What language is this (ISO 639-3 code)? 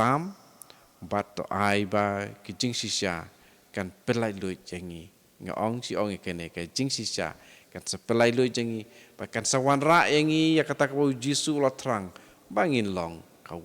kha